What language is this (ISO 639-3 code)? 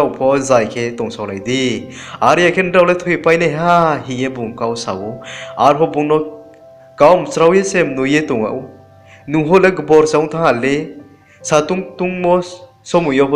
ria